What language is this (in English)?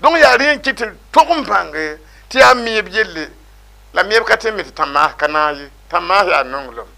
Mossi